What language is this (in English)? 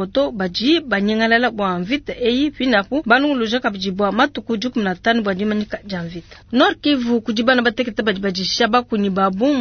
Luba-Lulua